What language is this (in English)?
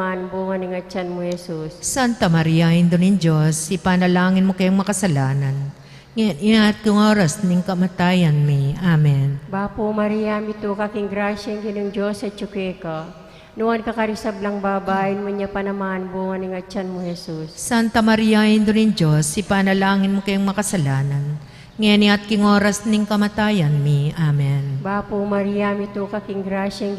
Pampanga